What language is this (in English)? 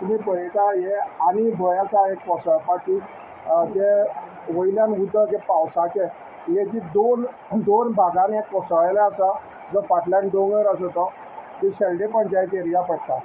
Konkani